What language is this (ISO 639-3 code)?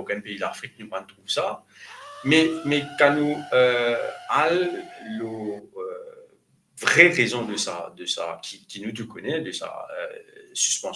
mfe